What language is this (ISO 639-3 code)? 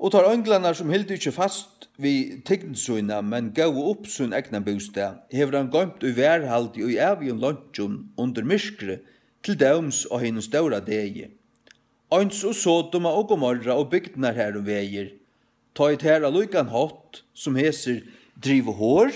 fao